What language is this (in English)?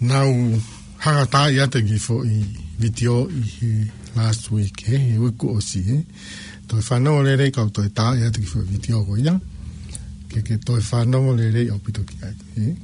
Tongan